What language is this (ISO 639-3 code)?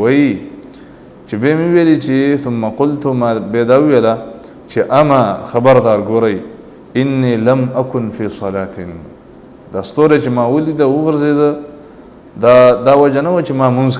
pus